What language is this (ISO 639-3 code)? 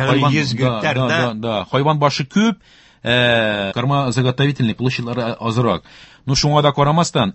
tat